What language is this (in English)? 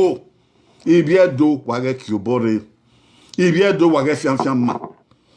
Bini